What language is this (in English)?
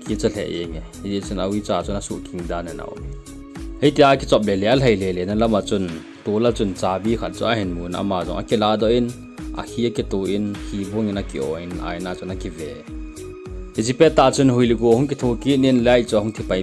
Thado Chin